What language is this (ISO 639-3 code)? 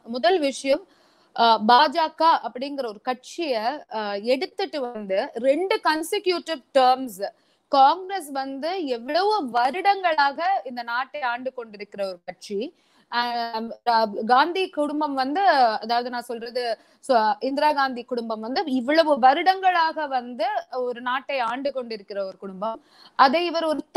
tam